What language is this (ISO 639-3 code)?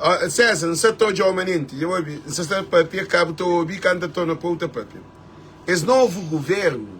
kea